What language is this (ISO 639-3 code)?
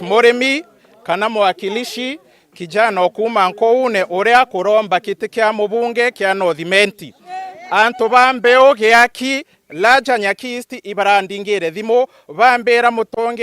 mer